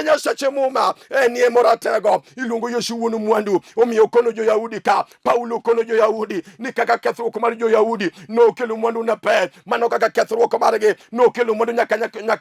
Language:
Luo (Kenya and Tanzania)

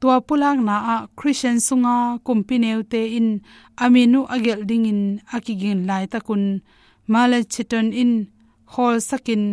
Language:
Tedim Chin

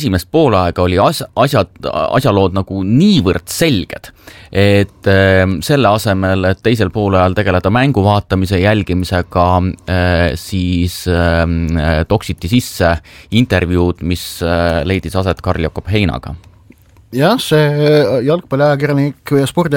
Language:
Estonian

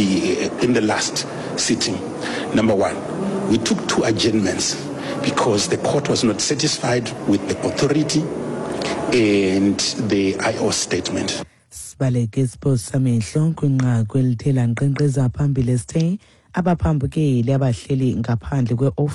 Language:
Xhosa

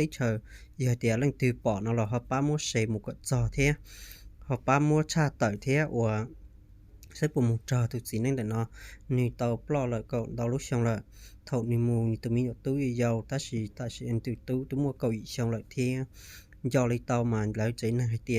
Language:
Hmong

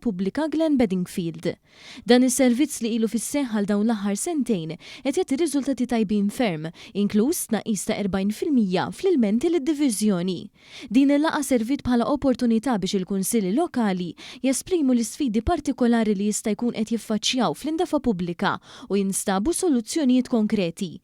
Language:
Maltese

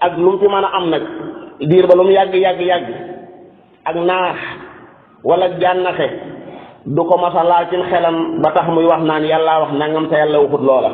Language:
Wolof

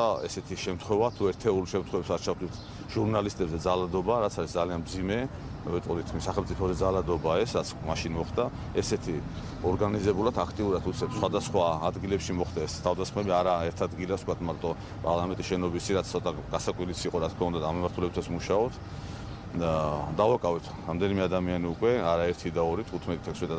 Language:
Georgian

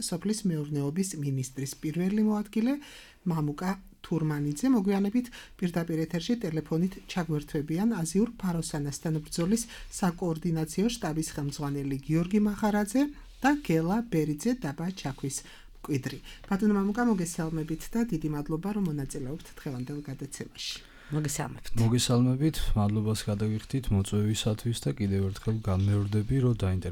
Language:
Georgian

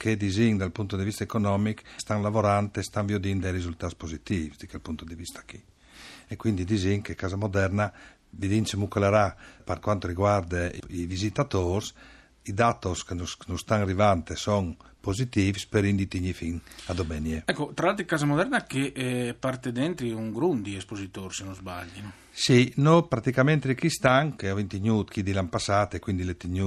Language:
Friulian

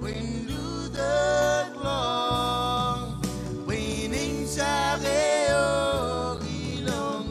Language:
Marshallese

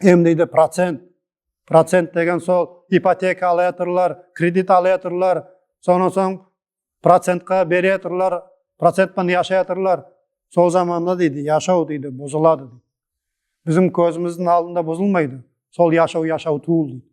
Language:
Nogai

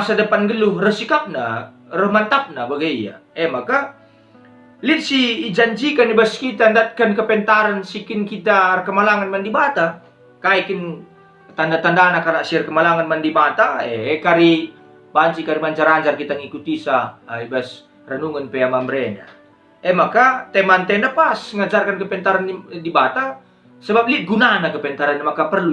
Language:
Batak Karo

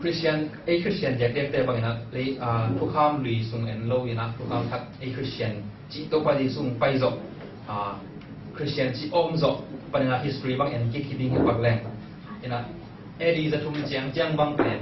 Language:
Tedim Chin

